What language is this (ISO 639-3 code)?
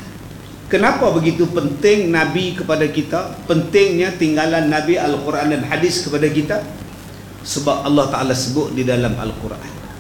msa